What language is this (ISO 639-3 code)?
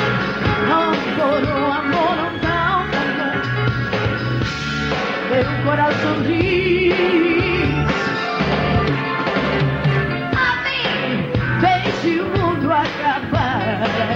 por